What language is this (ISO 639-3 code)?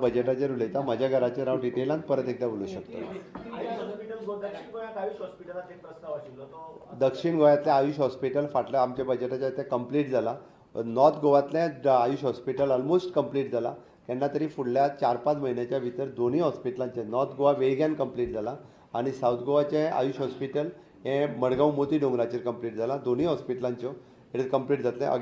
kok